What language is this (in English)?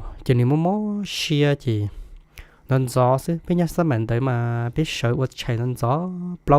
Hmong